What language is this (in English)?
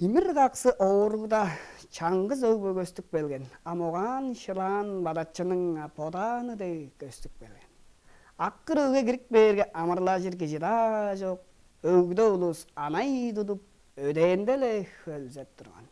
Tuvinian